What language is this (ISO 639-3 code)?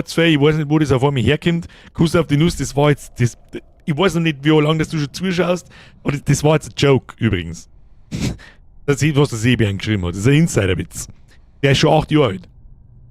bar